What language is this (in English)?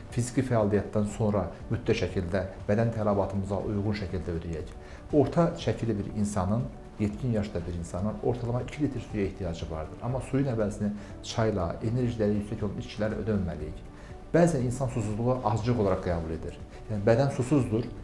Azerbaijani